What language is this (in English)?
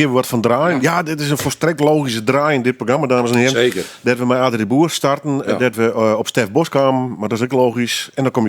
Western Frisian